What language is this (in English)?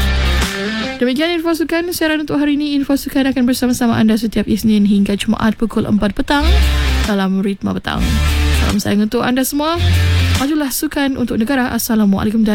Malay